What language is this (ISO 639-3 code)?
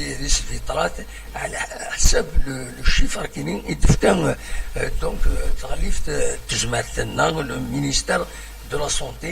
kab